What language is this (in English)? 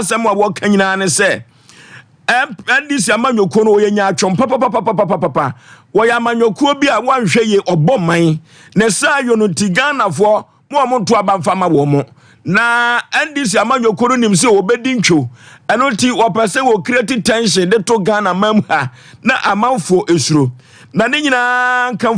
Akan